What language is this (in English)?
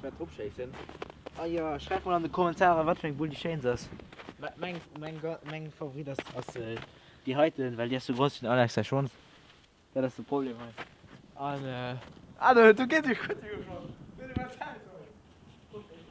Luxembourgish